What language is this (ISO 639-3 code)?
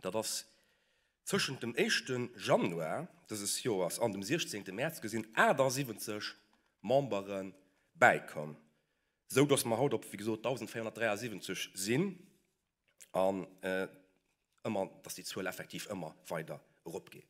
ltz